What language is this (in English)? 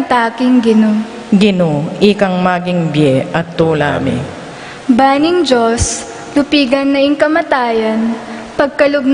Pampanga